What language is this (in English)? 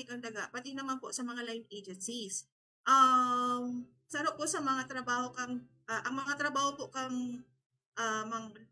Bikol